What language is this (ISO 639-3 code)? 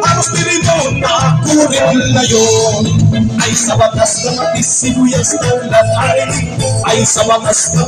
war